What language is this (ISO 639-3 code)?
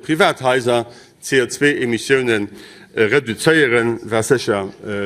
ltz